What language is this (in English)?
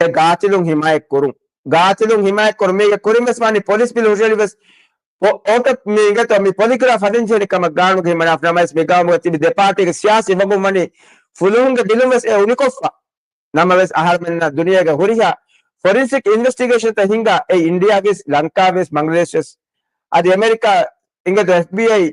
Divehi